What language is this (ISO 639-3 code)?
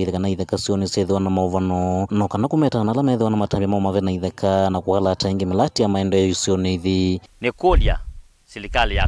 kam